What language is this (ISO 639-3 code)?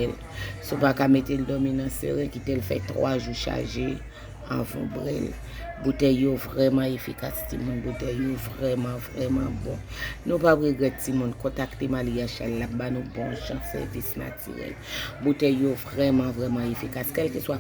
hat